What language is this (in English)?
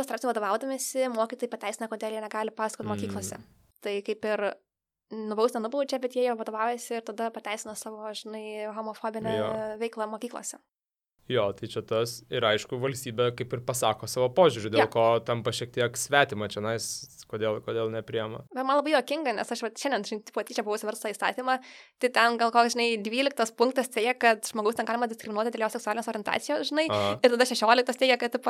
Lithuanian